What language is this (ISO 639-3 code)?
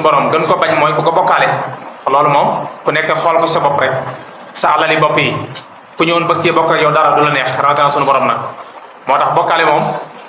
wol